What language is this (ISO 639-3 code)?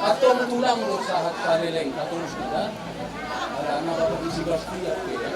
bbc